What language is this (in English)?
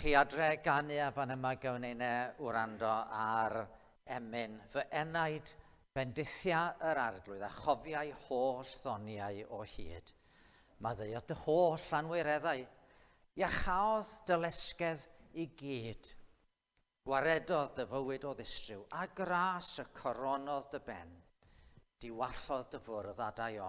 Welsh